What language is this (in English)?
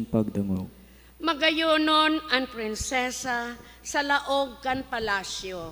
Bikol